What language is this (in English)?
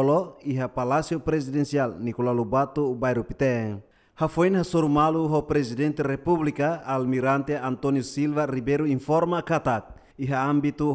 Tetum